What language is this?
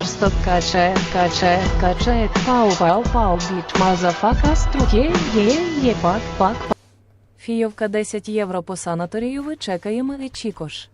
Rusyn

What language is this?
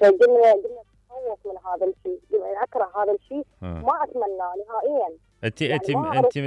Mesopotamian Arabic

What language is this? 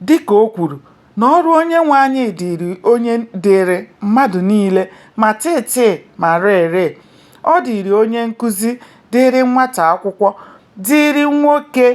Igbo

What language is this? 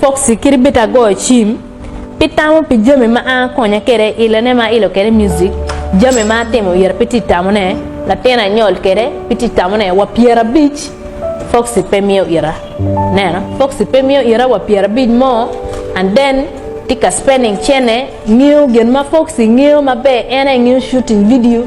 Acoli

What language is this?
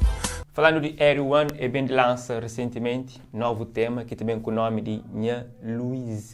Kabuverdianu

